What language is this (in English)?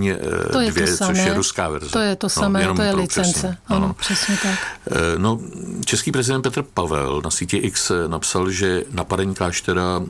Czech